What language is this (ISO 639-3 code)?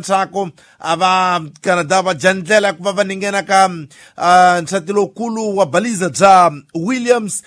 tso